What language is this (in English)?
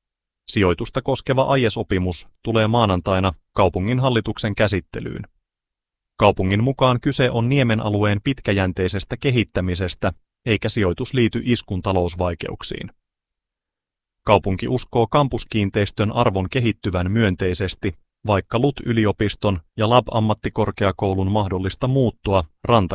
Finnish